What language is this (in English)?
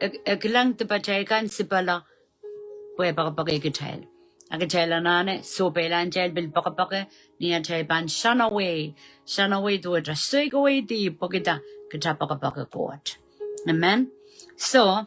Pohnpeian